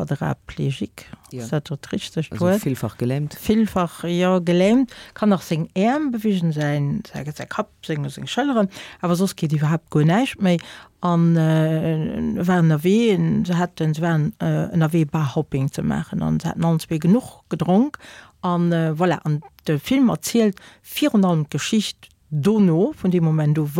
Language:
Luxembourgish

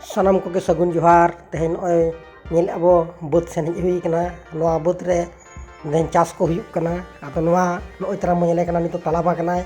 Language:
Santali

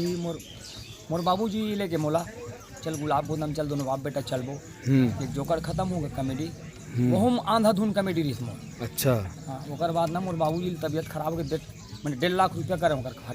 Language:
Chhattisgarhi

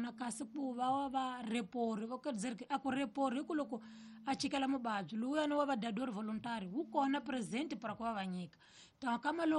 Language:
Tsonga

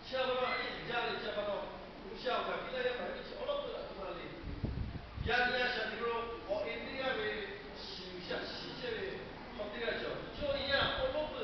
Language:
Lahu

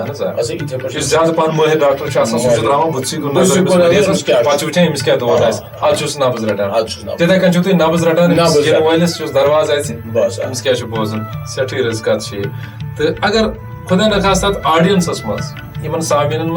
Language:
Kashmiri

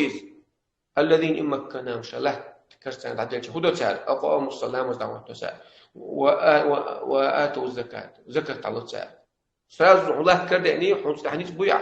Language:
Chechen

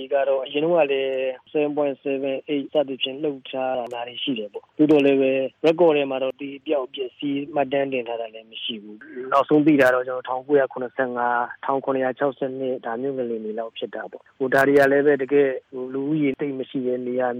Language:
Burmese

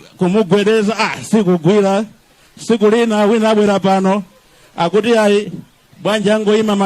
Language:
Nyanja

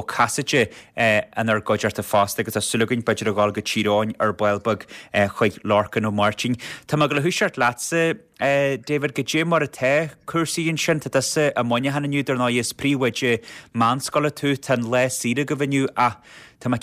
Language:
Irish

